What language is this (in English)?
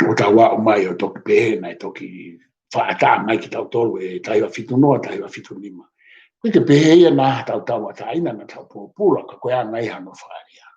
Tongan